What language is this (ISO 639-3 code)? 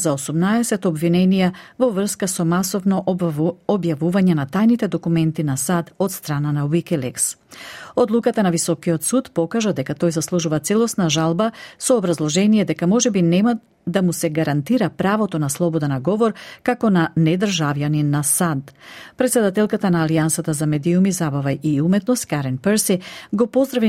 mkd